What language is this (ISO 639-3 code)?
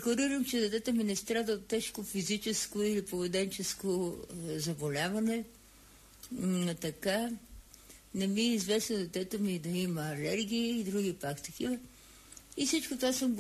bul